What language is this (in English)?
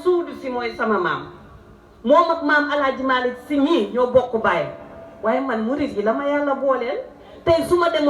Wolof